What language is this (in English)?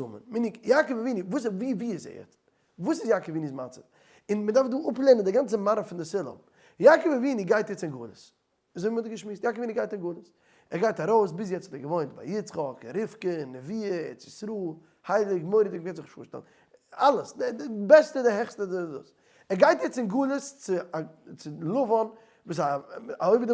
Yiddish